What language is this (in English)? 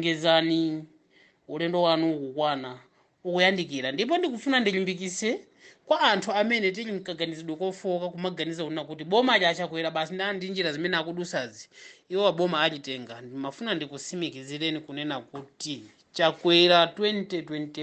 Nyanja